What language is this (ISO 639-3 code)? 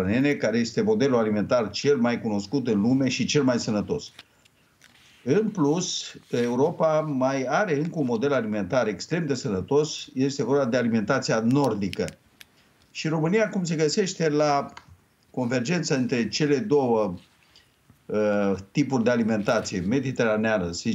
ron